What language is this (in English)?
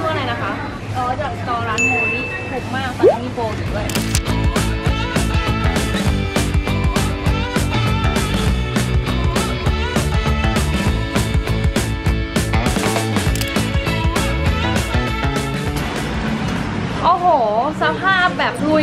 Thai